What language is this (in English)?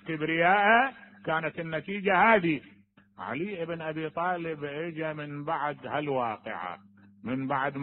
Mesopotamian Arabic